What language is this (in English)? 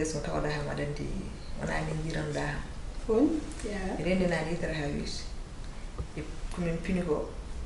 Fula